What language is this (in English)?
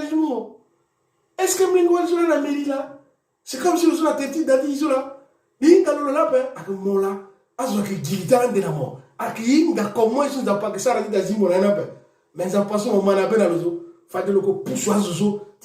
Sango